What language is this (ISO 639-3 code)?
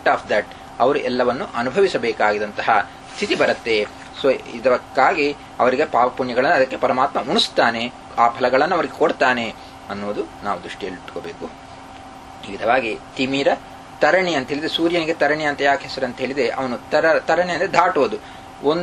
kan